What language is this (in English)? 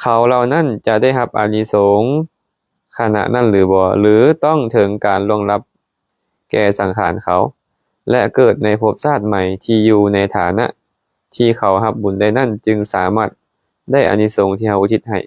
Lao